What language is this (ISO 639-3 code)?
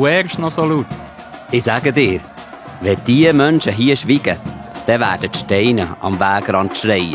gsw